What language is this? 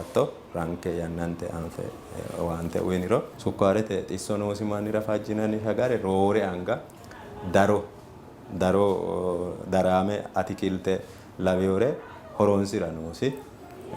Sidamo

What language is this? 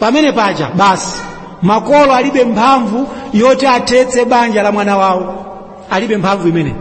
Nyanja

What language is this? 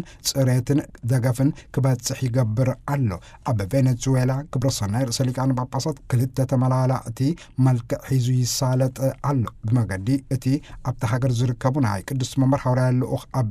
Tigrinya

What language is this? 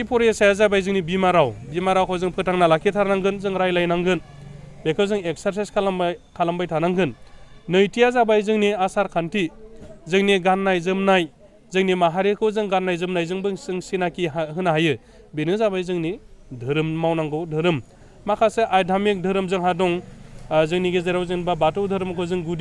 Bodo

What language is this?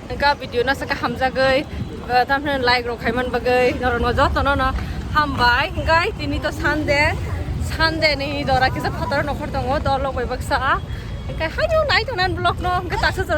Kok Borok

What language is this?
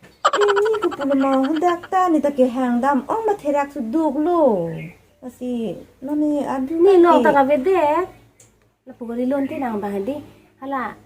Karbi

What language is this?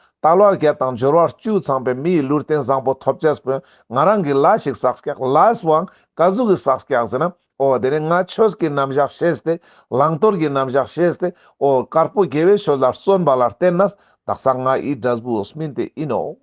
Ladakhi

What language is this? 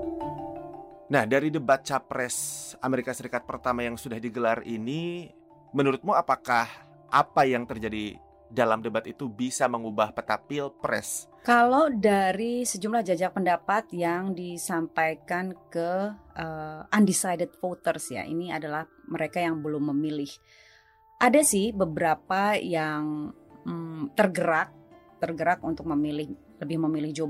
Indonesian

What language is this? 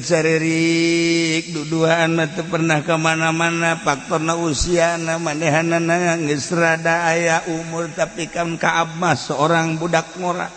Sundanese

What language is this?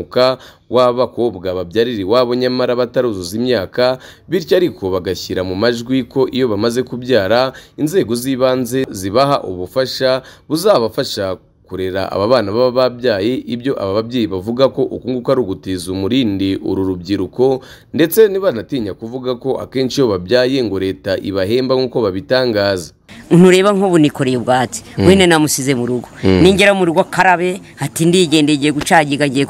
Kinyarwanda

